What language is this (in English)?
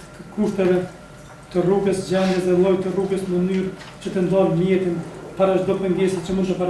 Albanian